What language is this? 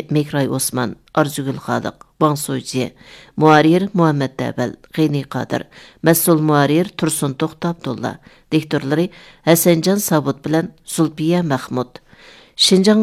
Uyghur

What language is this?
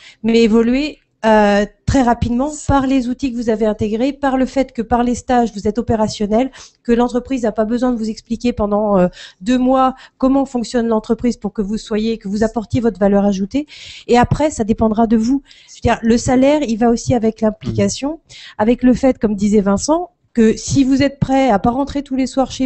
French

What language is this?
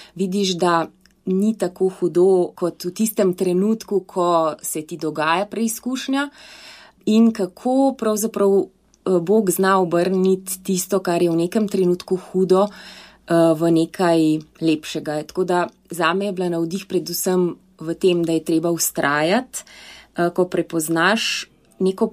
Slovenian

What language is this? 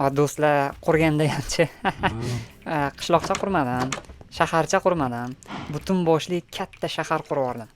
Uzbek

